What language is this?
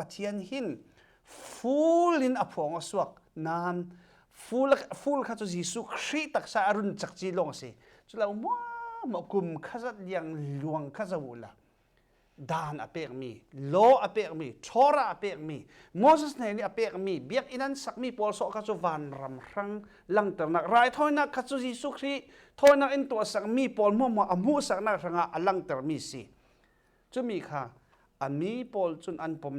Falam Chin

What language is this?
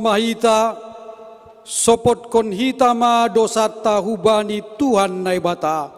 Batak Simalungun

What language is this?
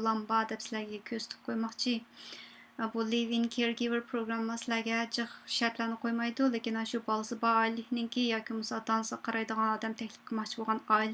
Uyghur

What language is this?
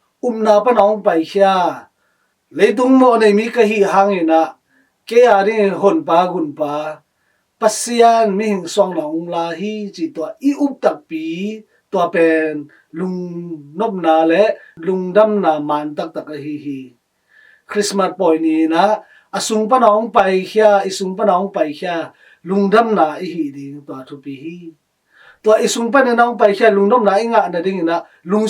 Tedim Chin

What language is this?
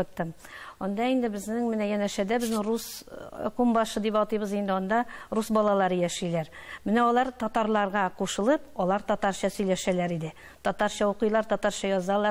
Tatar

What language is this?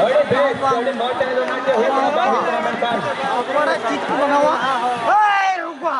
Santali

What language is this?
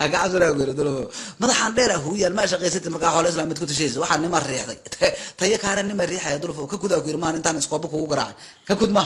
Somali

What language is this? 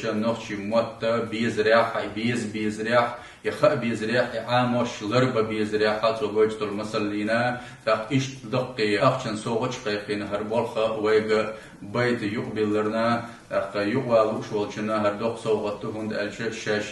Chechen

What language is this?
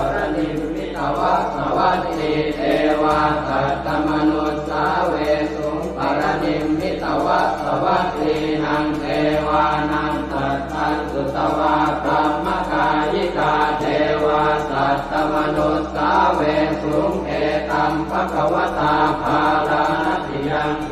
Pali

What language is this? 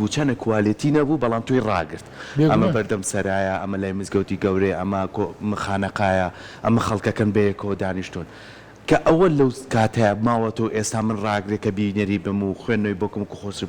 Central Kurdish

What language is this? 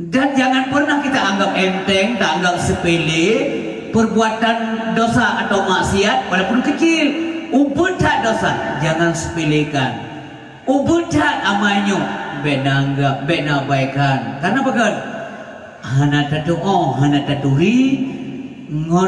Achinese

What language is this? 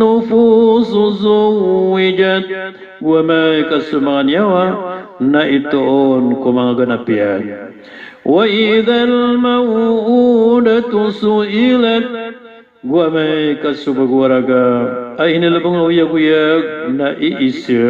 Maranao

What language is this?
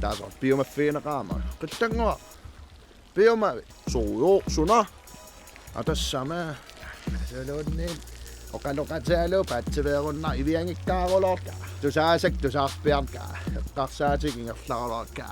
Kalaallisut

